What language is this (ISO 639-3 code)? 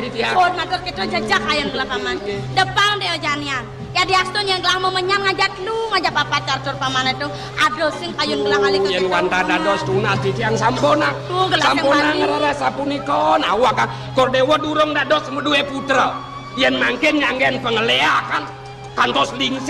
ban